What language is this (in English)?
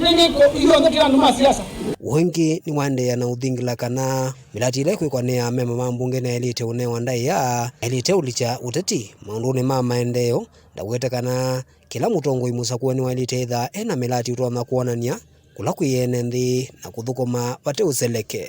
Kamba